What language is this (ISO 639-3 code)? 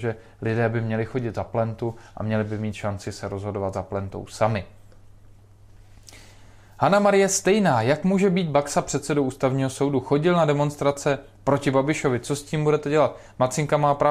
ces